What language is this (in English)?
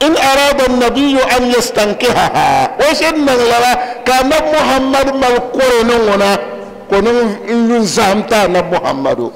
Dagbani